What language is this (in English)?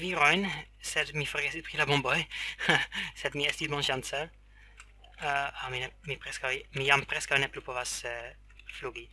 Esperanto